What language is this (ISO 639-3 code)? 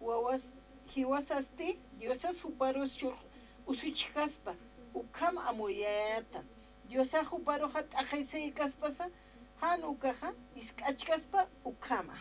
aym